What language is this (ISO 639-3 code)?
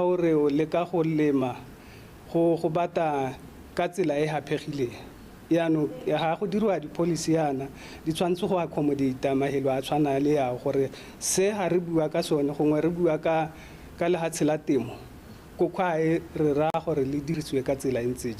tsn